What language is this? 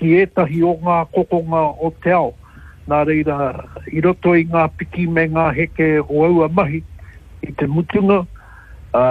Māori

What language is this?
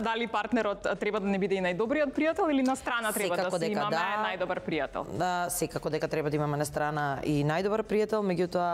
Macedonian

